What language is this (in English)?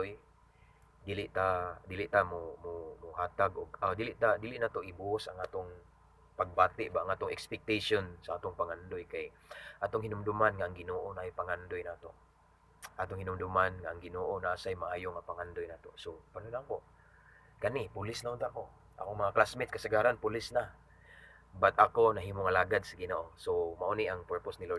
Cebuano